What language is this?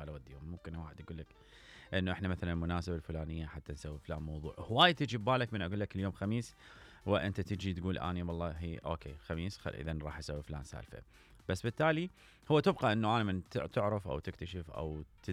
Mesopotamian Arabic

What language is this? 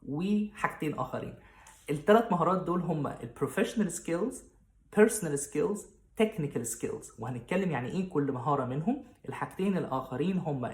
Egyptian Arabic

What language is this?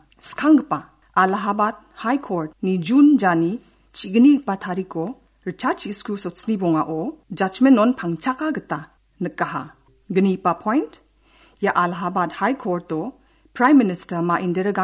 Garo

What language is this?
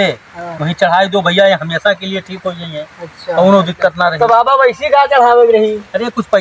Awadhi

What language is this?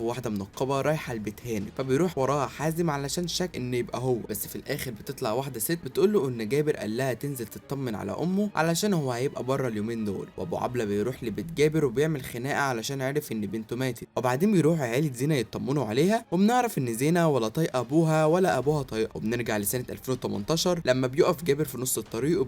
Egyptian Arabic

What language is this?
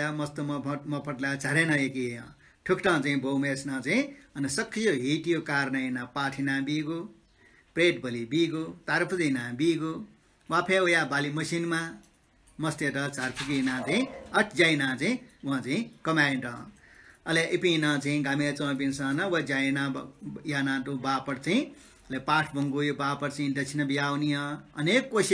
Newari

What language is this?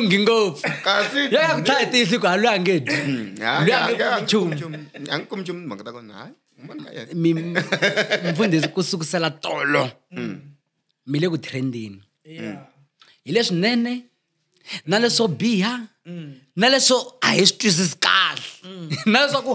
Tsonga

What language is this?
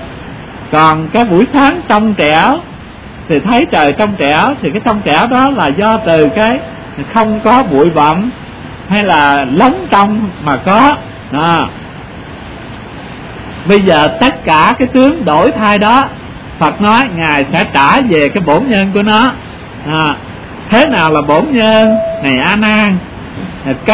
Vietnamese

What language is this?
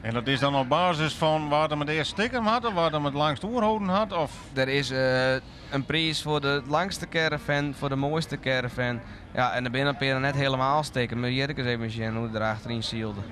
Western Frisian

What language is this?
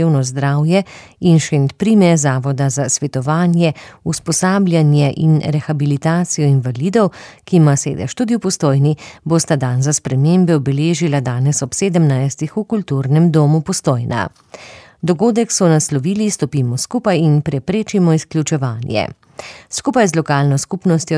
Slovenian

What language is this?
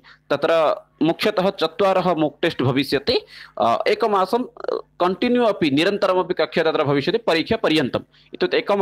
Sanskrit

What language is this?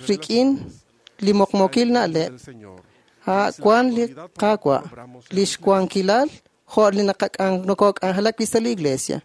Kekchí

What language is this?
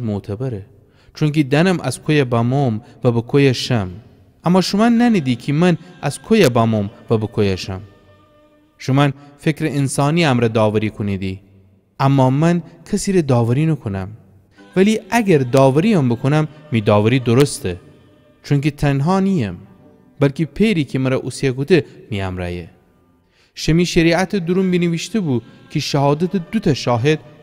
Gilaki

